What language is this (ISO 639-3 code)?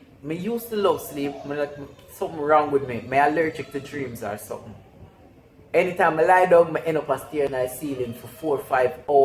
jam